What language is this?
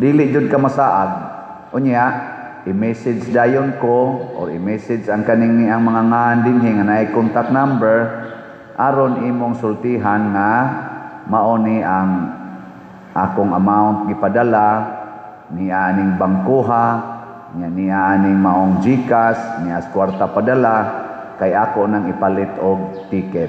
Cebuano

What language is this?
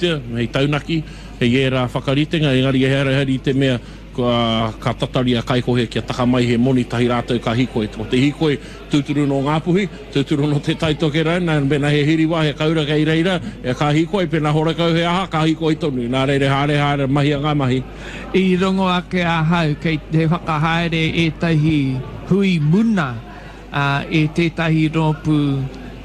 Māori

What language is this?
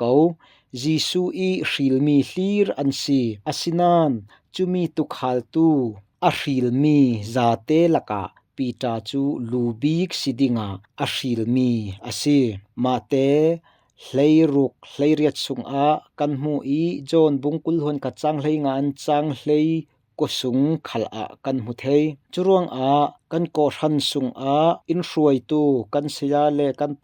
Falam Chin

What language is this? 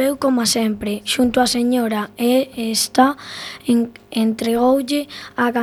Galician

